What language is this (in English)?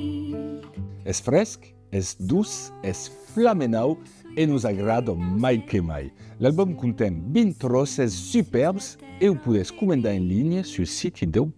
Occitan